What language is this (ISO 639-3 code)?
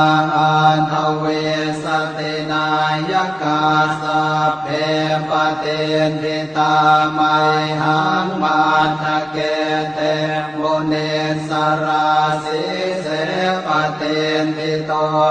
pli